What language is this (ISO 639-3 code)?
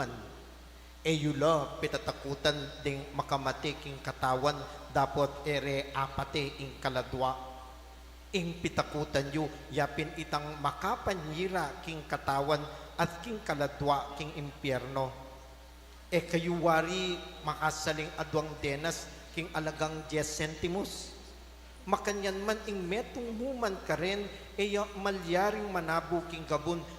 pam